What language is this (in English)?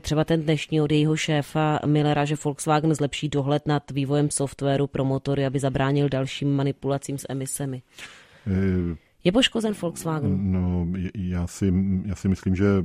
Czech